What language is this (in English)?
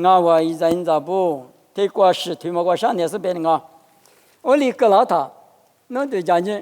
Lisu